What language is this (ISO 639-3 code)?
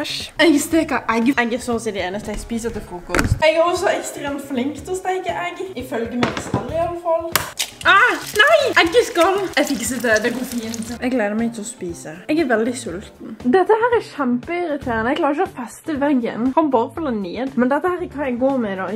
nor